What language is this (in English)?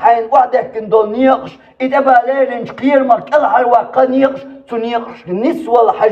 Chechen